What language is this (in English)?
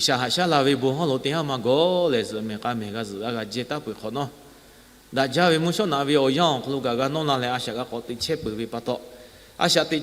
Lahu